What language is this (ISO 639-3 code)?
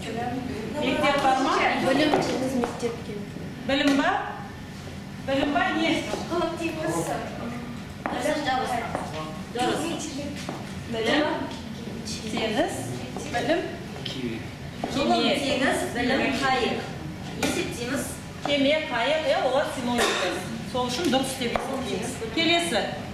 kaz